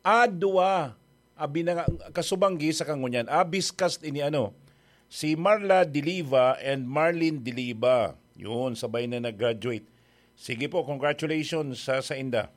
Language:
Bikol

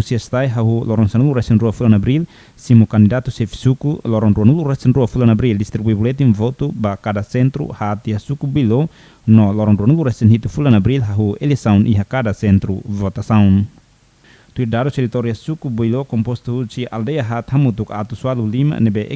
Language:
Tetum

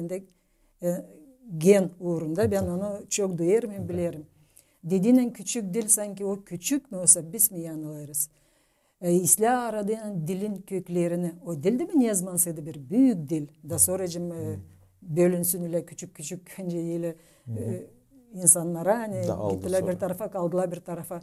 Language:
Gagauz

